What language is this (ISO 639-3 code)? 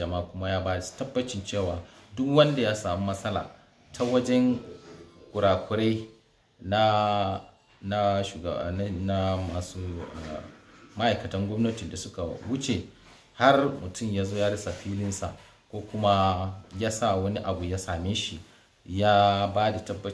hau